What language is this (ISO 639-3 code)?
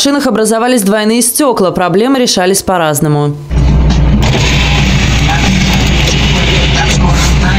rus